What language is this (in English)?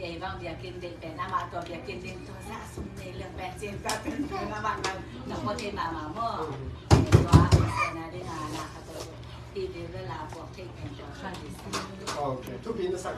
Tedim Chin